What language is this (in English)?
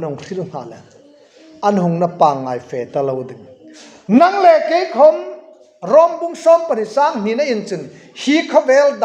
Hmar